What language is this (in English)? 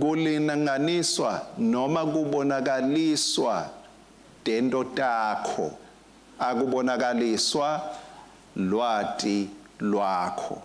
Swati